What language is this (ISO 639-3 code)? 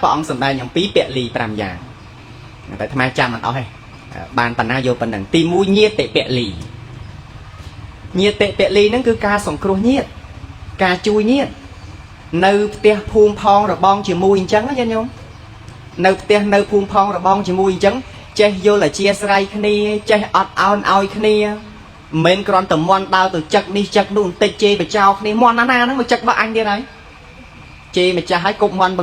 khm